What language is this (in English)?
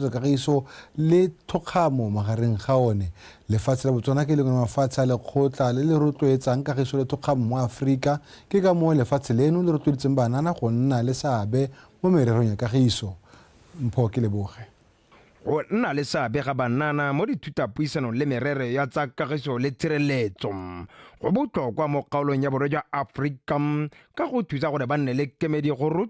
Tswana